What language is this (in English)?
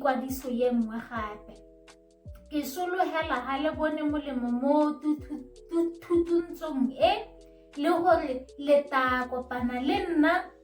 Tswana